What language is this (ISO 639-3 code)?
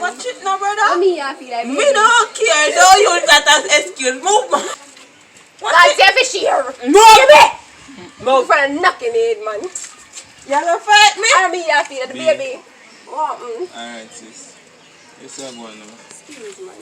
jam